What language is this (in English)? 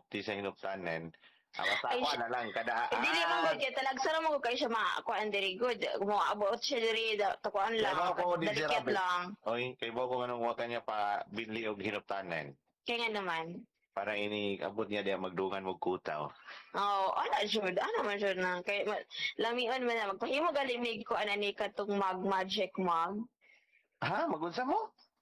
Cebuano